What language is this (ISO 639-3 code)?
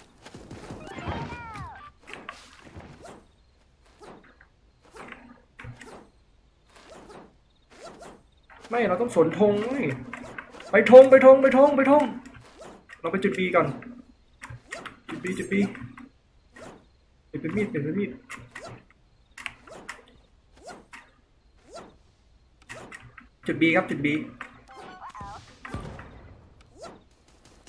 tha